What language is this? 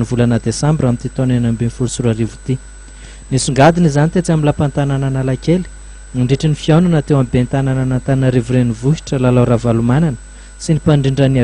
Malagasy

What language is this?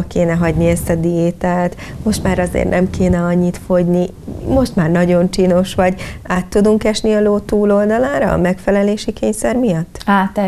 Hungarian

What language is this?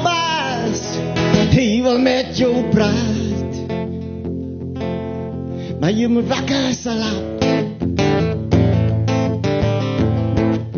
Afrikaans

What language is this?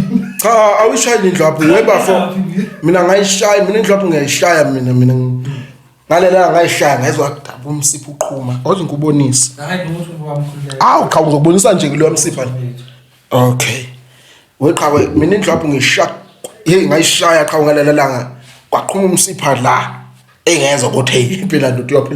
Zulu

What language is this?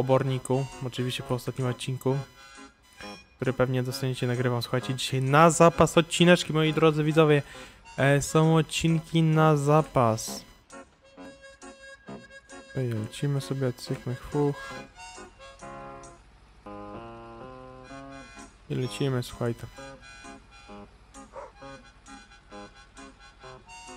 Polish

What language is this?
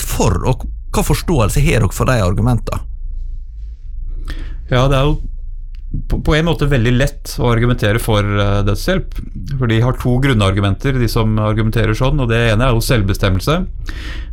Norwegian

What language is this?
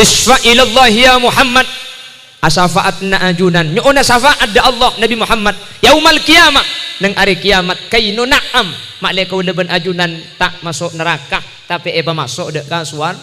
Madurese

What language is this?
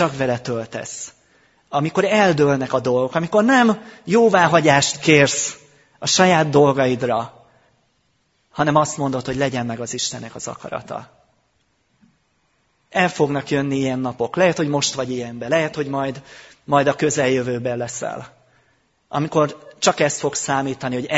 Hungarian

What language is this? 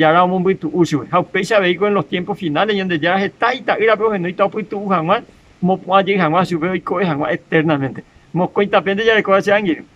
Guarani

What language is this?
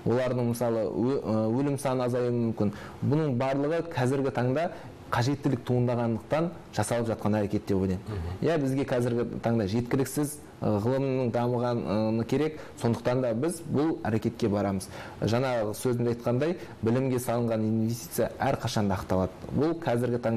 Kazakh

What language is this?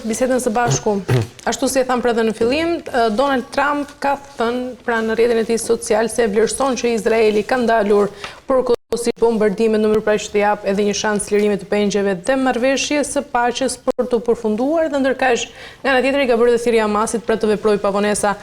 Albanian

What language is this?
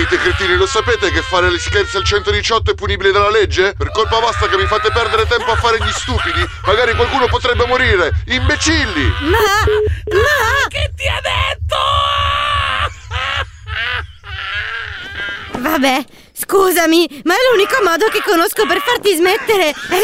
Italian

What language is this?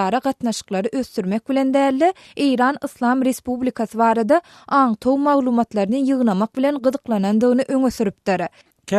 Turkmen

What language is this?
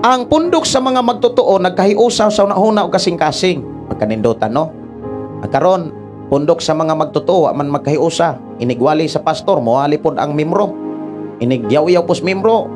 Cebuano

